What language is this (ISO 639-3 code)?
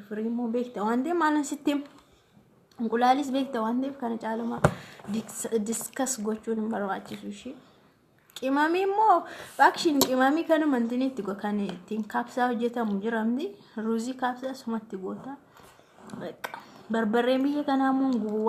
orm